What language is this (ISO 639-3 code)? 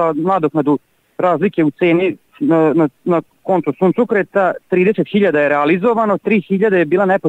srp